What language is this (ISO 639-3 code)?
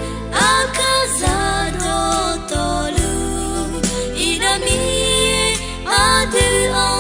ahk